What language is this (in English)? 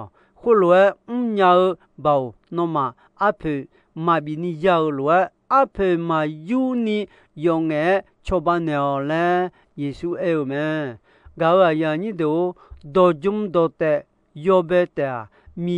Akha